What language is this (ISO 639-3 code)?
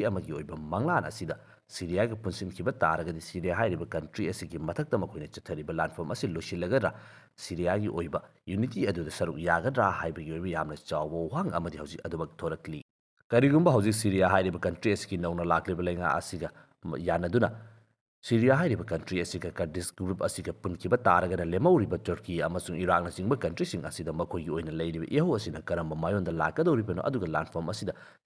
mni